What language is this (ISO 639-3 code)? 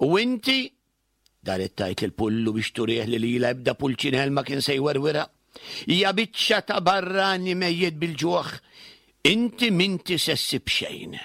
mlt